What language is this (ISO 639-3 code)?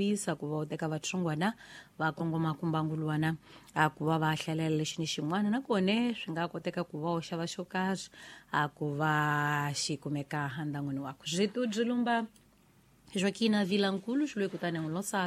tso